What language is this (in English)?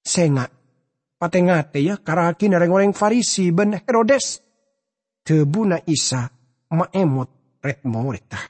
Madurese